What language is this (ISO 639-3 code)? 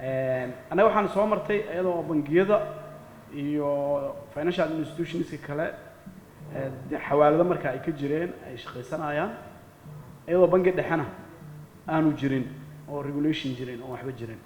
som